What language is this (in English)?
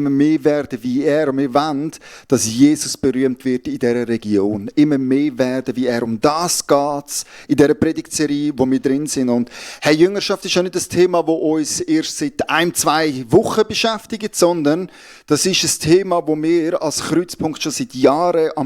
Swiss German